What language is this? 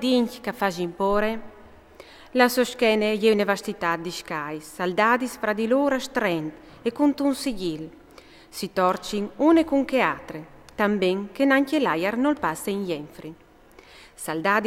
Friulian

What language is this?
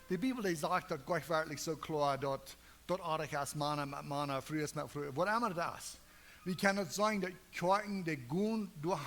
Plautdietsch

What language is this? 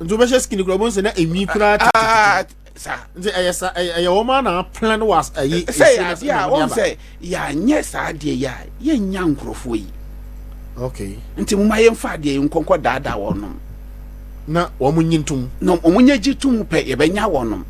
Akan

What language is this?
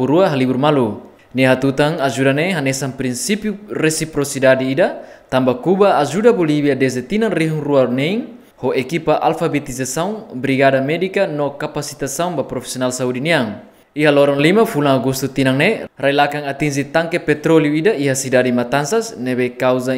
Tetum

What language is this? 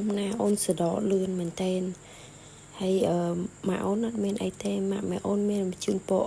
Khmer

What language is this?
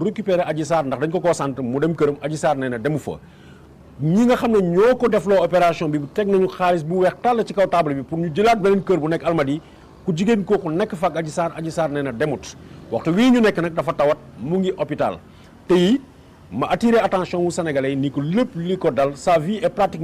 Wolof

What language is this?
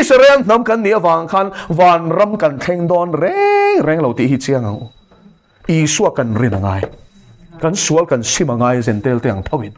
Mizo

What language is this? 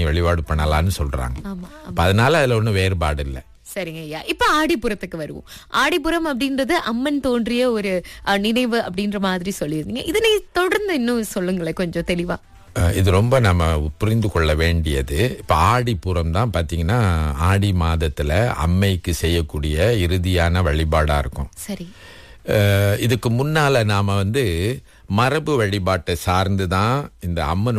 Tamil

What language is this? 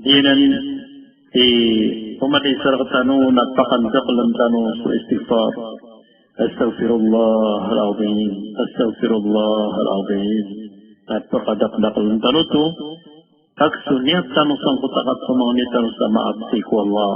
Maranao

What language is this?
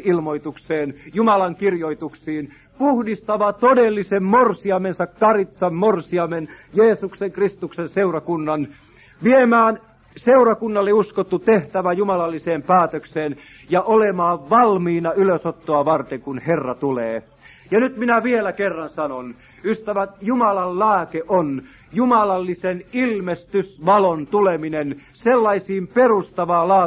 Finnish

